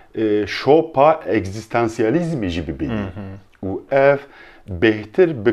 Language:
Kurdish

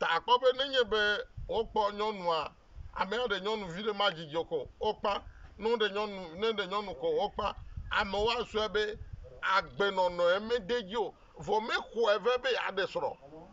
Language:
Ewe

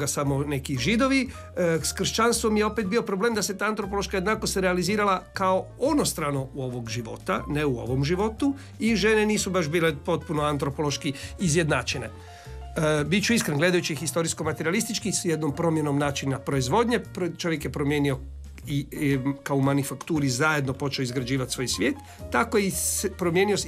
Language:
Croatian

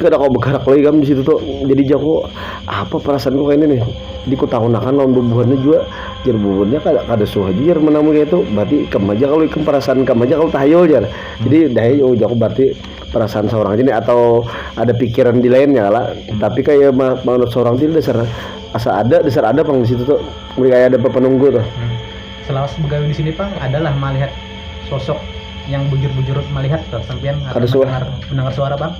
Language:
Banjar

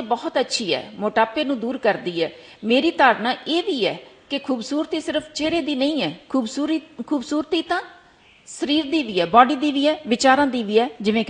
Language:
Punjabi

